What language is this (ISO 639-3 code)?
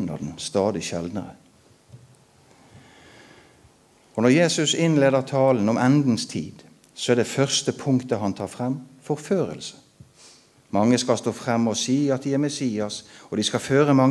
nor